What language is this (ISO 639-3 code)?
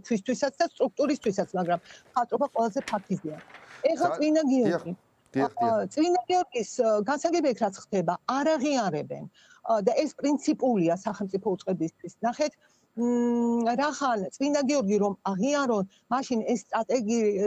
kat